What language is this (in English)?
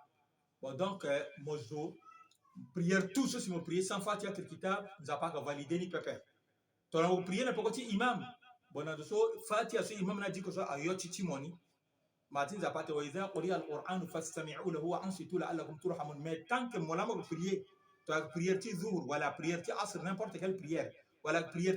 Sango